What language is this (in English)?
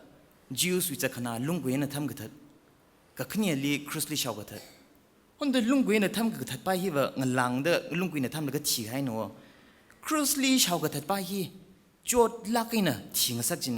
Tangkhul Naga (India)